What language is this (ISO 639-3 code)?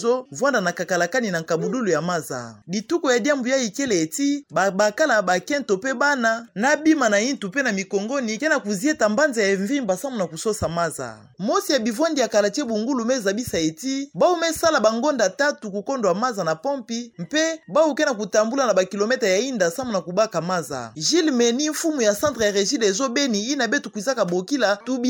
ktu